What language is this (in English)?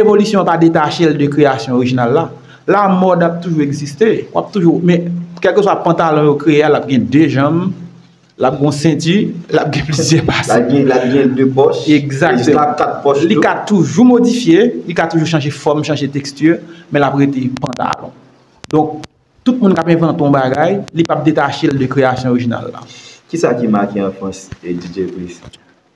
Haitian Creole